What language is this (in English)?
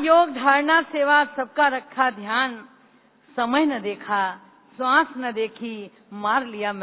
Hindi